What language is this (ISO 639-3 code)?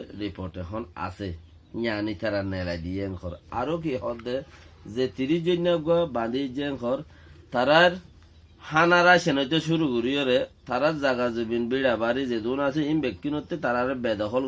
rhg